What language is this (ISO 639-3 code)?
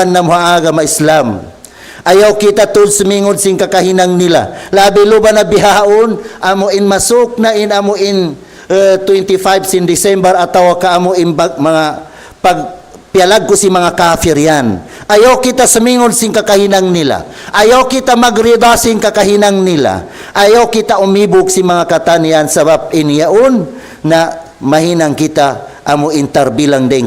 tsg